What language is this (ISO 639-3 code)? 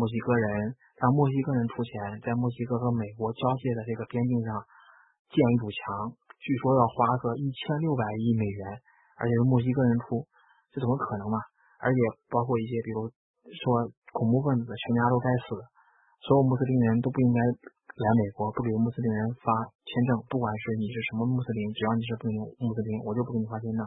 zho